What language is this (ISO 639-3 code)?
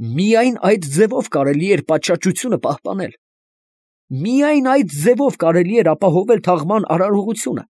hye